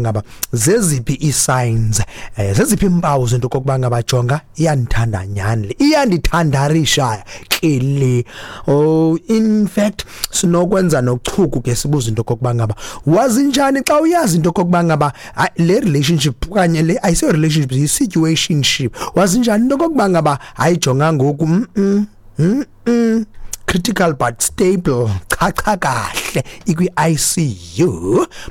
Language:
Xhosa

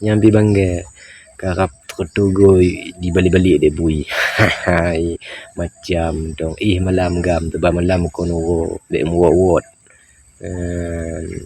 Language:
Achinese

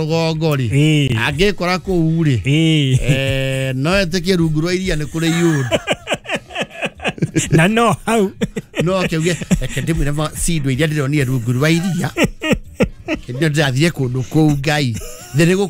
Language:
Kikuyu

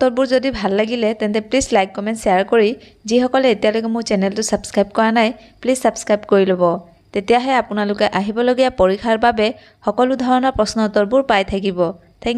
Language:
Assamese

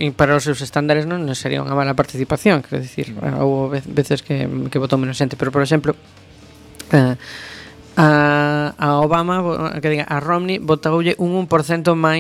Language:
Galician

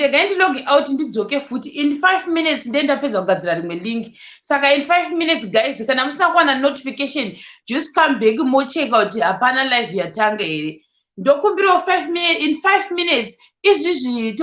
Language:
Shona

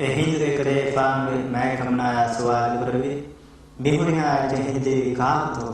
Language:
Divehi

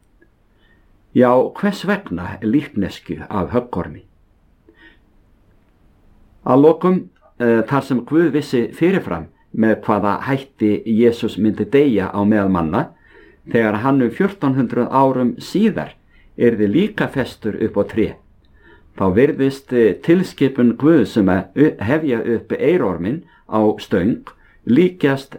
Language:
Icelandic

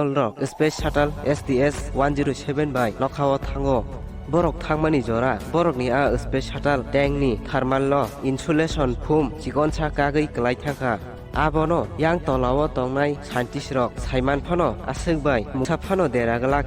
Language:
Kok Borok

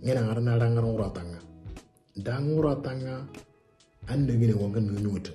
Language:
Moro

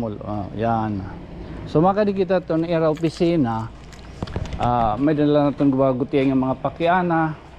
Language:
Waray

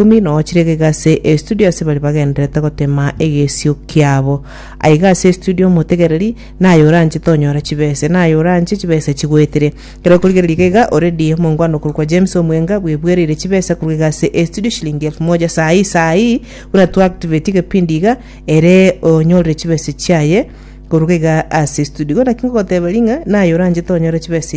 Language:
Gusii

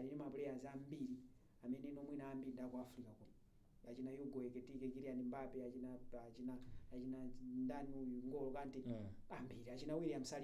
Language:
Nyanja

